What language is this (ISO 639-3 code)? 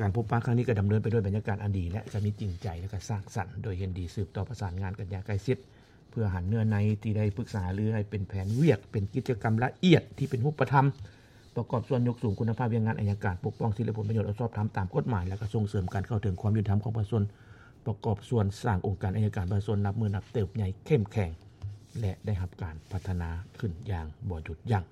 lao